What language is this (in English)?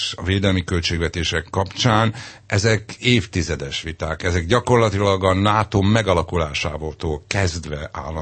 Hungarian